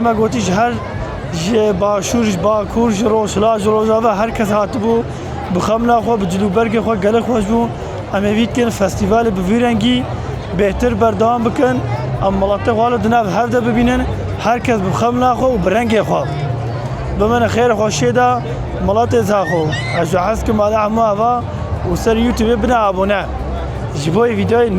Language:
Kurdish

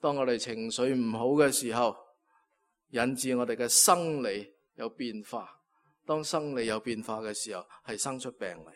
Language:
Cantonese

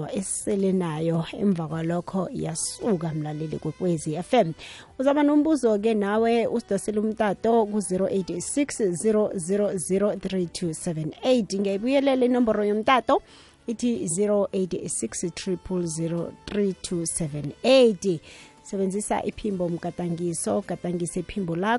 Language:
South Ndebele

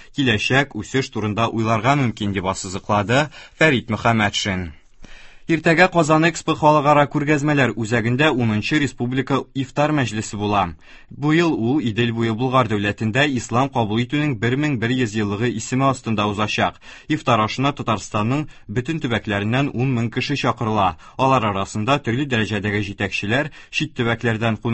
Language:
Tatar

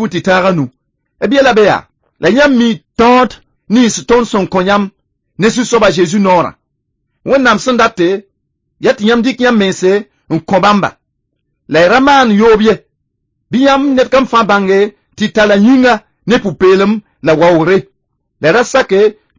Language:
Mossi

